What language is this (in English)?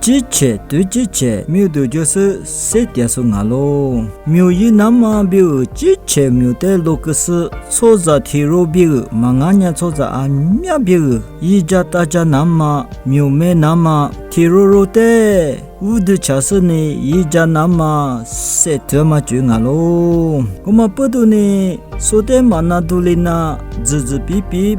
Lisu